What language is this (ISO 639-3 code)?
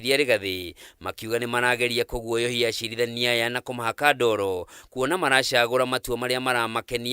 kik